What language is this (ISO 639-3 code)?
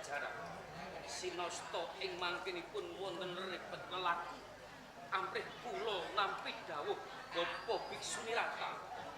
jav